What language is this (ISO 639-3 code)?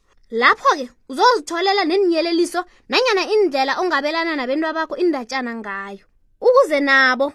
nbl